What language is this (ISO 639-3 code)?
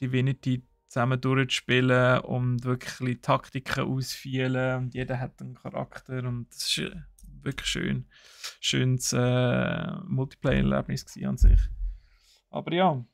gsw